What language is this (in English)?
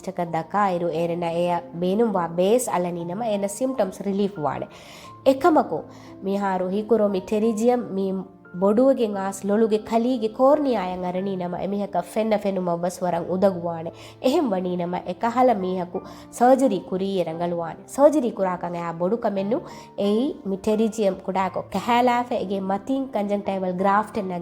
Divehi